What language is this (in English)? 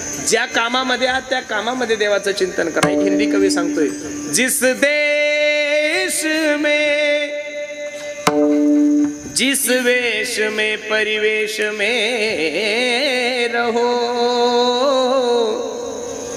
Marathi